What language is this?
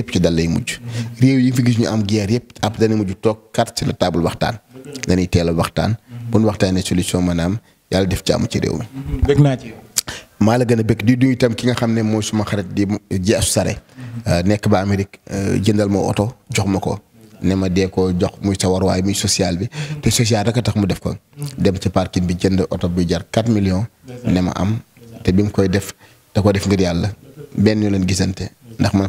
Wolof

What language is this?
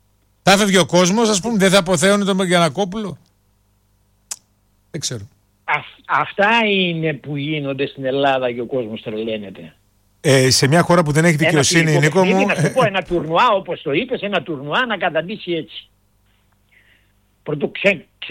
Greek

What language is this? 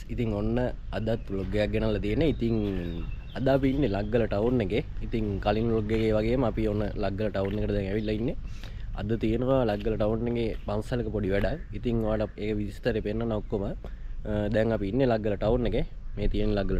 Sinhala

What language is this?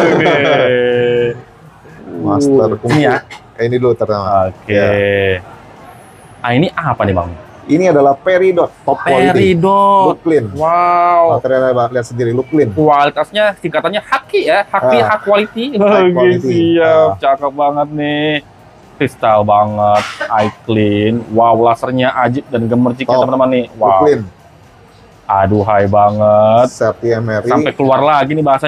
Indonesian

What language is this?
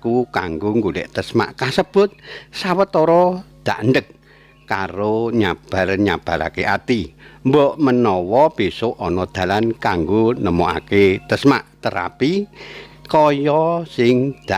Javanese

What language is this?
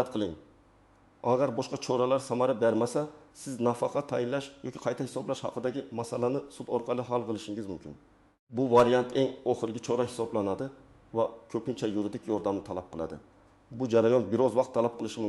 Uzbek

